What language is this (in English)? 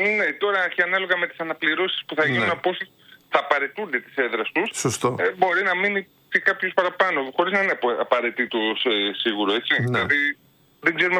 Greek